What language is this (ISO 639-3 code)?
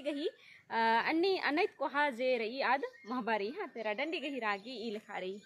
kru